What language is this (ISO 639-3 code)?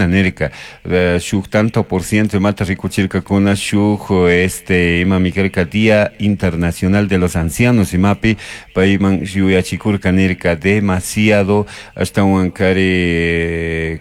qug